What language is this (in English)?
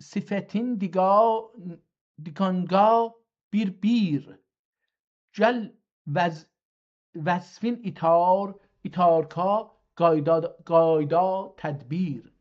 South Azerbaijani